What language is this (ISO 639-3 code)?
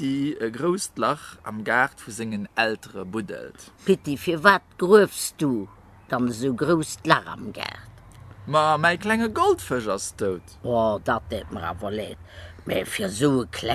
ltz